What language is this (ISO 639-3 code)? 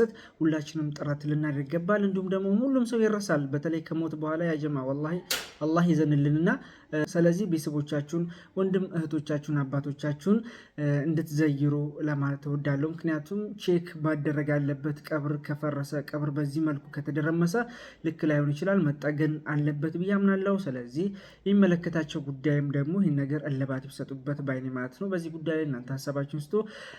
amh